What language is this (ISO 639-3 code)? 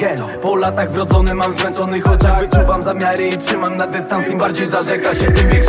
pol